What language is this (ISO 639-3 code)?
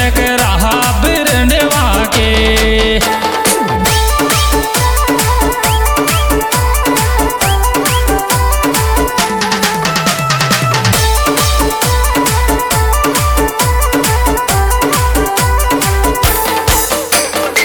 bho